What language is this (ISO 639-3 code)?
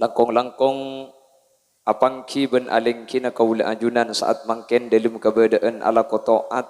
mad